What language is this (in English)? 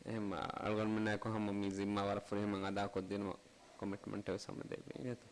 Divehi